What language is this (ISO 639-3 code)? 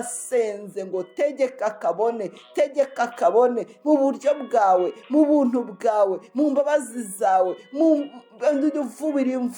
kin